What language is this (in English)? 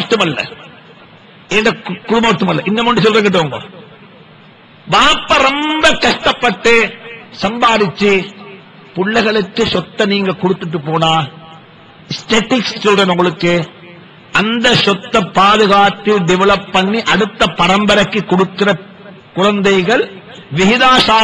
Tamil